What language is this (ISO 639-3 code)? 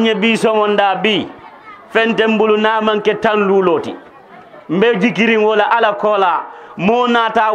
man